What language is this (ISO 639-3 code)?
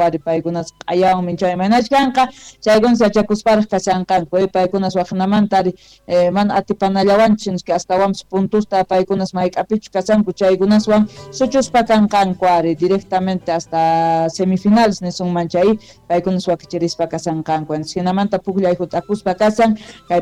que